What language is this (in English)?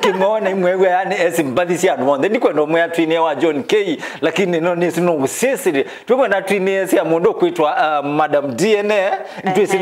Kamba